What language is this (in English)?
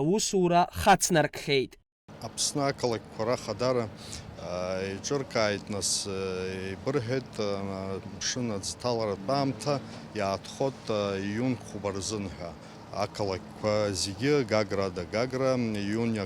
Abkhazian